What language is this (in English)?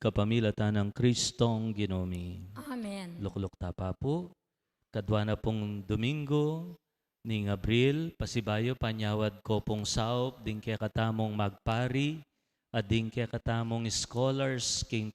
Pampanga